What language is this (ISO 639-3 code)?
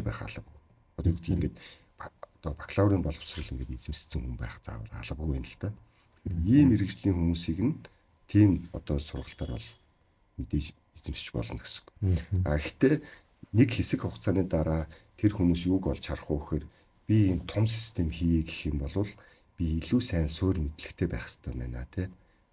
mon